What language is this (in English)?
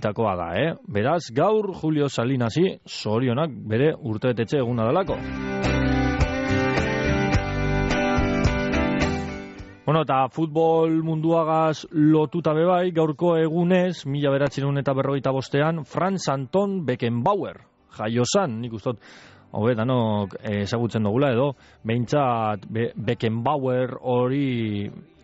Basque